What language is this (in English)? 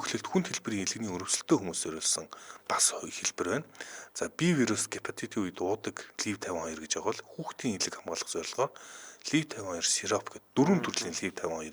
Mongolian